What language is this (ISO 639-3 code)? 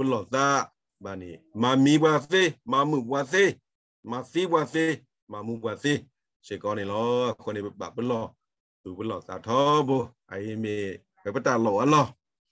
ksw